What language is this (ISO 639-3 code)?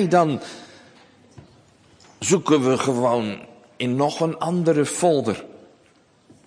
nld